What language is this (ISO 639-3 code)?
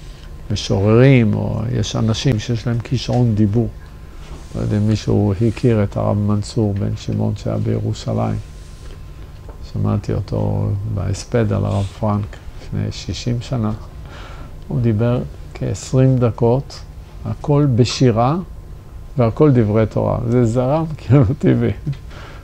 heb